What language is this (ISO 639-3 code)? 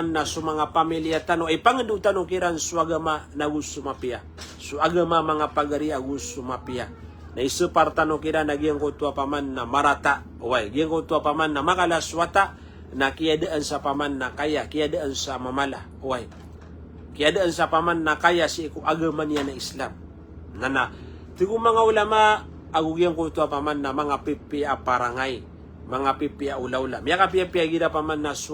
mrw